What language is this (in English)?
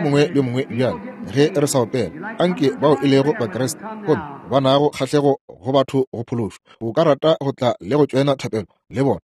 Northern Sotho